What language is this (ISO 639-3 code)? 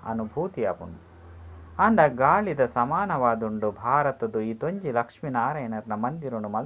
tcy